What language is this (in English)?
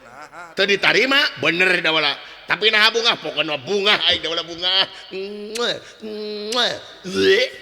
Sundanese